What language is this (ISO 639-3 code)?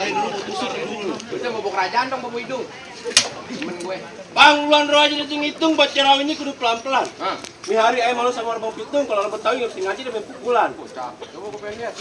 bew